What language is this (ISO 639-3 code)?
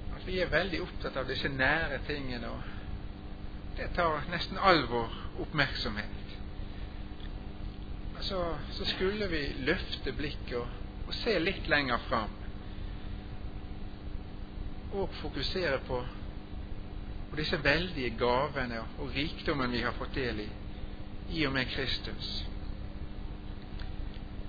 nor